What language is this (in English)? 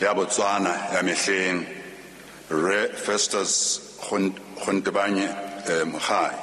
Southern Sotho